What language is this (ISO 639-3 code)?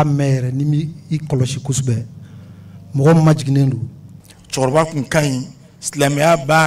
bam